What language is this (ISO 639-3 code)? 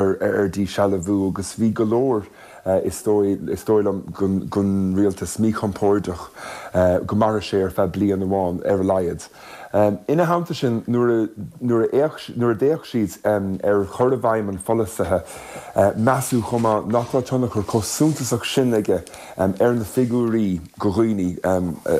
gle